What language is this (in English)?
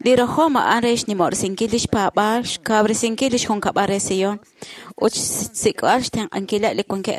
Kekchí